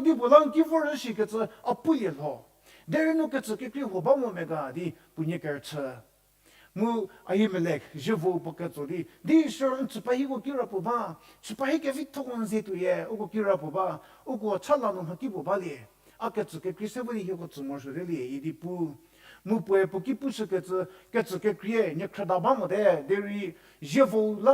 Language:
Angami Naga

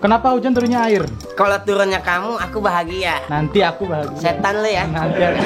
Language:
Betawi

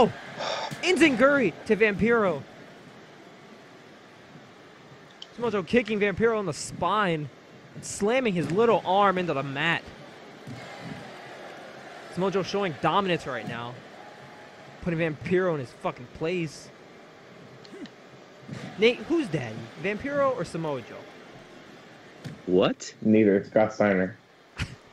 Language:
English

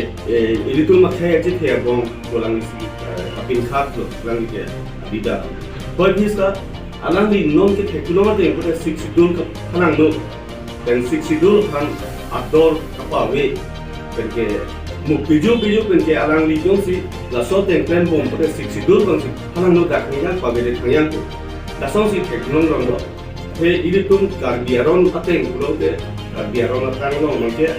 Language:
Karbi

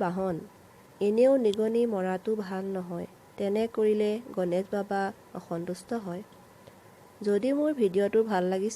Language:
Assamese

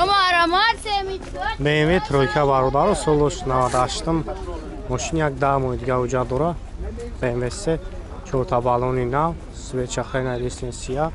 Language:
Tajik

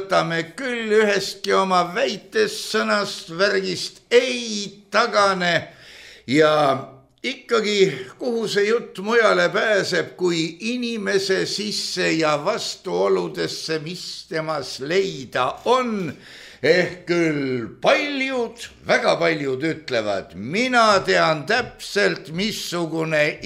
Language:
Estonian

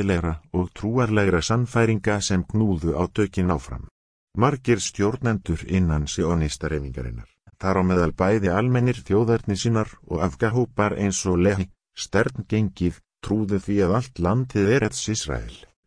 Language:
Icelandic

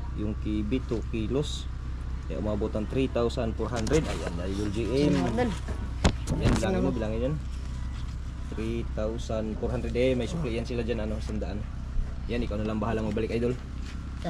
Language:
Filipino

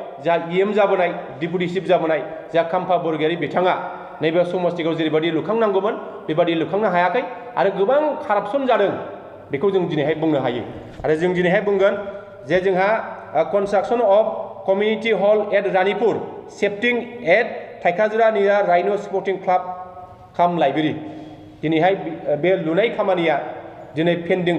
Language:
Bodo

